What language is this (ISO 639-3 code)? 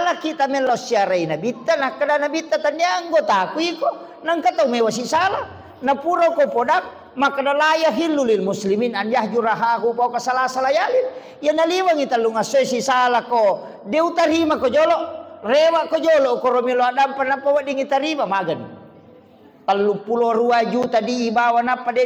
bug